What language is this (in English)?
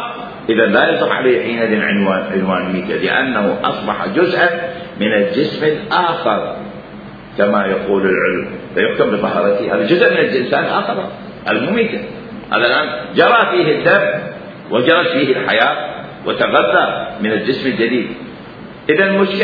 Mesopotamian Arabic